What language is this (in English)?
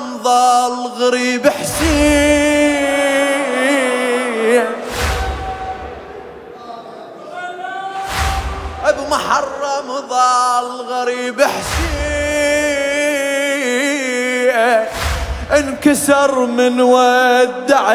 Arabic